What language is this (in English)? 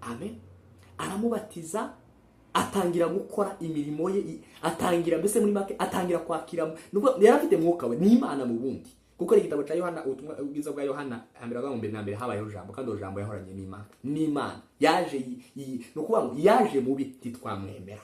Kinyarwanda